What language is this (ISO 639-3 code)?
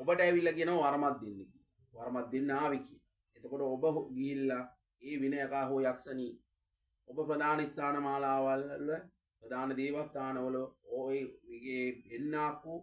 sin